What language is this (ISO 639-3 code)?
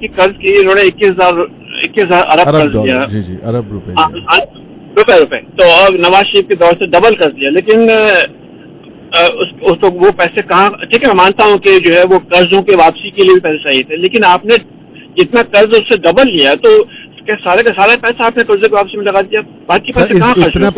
urd